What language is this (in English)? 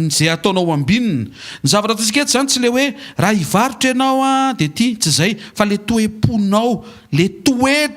Malagasy